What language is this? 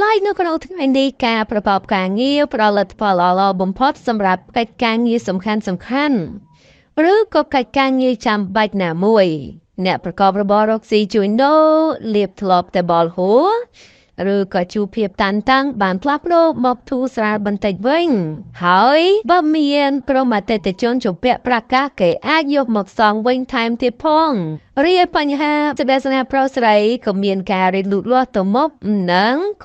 Khmer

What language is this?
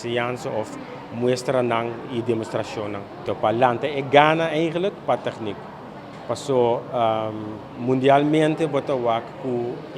Papiamento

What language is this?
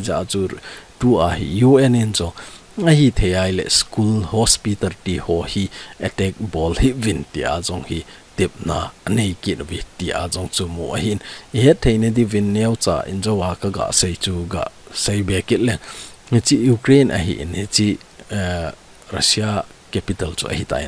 Thado Chin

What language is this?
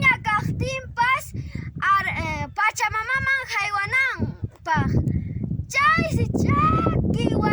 Quechua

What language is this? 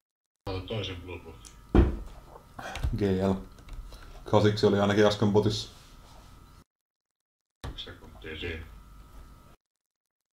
Finnish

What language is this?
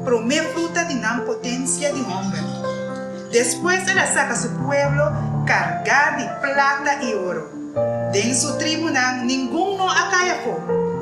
Papiamento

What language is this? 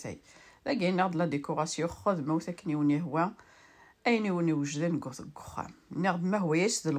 Kabyle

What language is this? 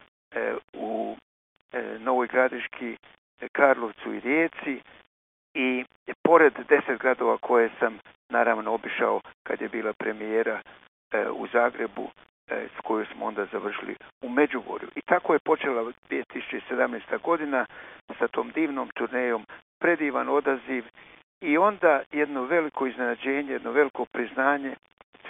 Croatian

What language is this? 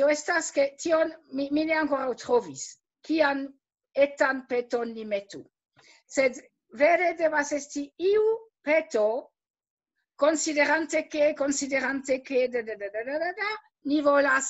Esperanto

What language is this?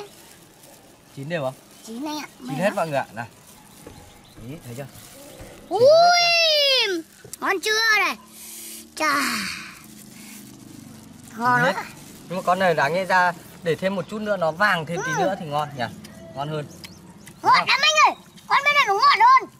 Vietnamese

